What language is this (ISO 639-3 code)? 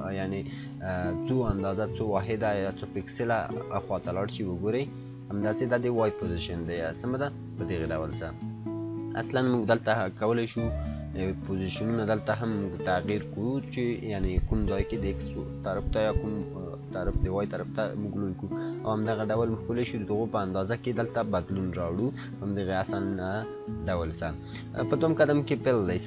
pus